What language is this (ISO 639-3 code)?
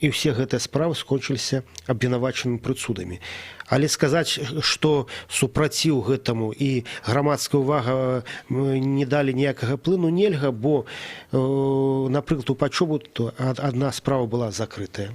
bel